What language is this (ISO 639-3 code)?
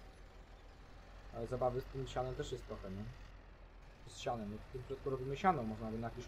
pol